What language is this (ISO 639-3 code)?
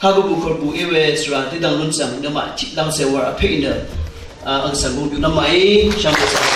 raw